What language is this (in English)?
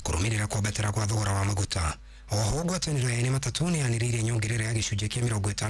Kikuyu